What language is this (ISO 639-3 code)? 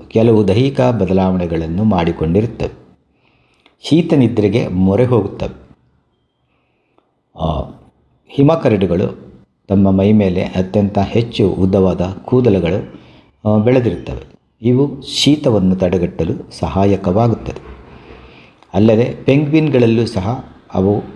kan